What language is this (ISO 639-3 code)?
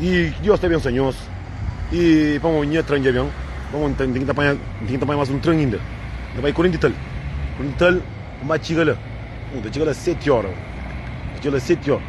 kea